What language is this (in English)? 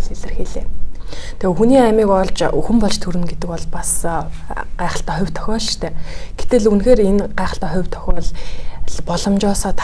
Mongolian